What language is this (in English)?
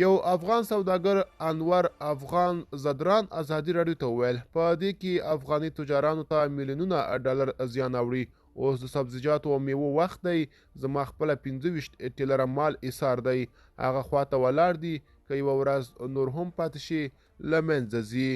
Pashto